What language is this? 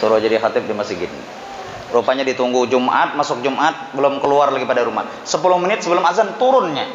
Banjar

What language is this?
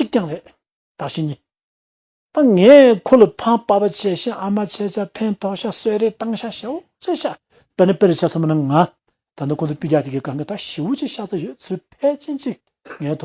Tibetan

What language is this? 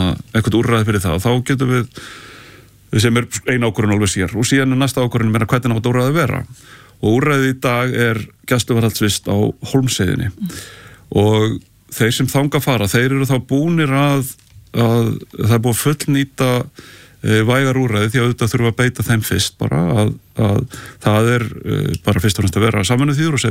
Icelandic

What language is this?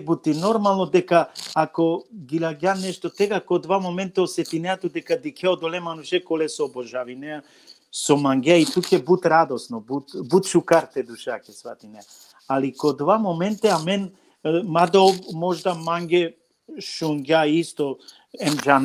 Balkan Romani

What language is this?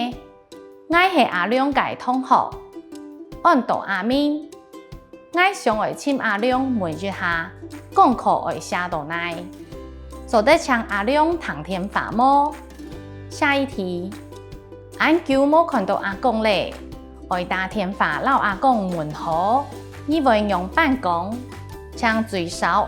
Hakka Chinese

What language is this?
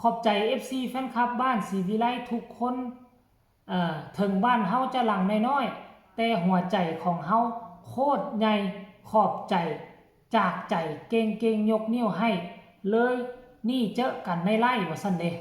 Northeastern Thai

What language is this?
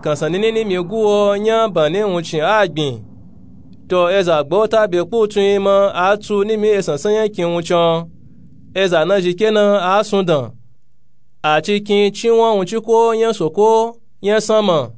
Nupe-Nupe-Tako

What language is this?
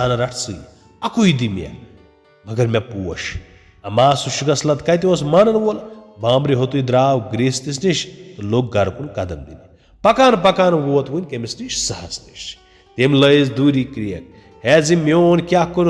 Kashmiri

